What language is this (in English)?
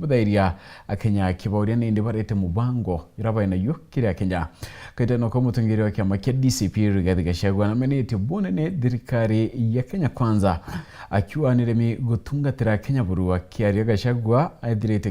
Meru